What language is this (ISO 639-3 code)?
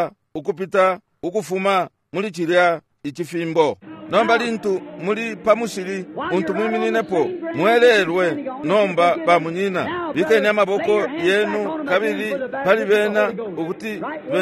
bem